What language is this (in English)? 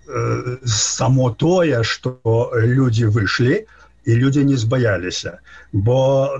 Belarusian